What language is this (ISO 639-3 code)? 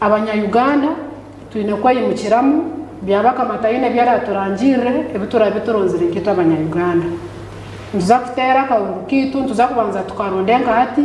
nyn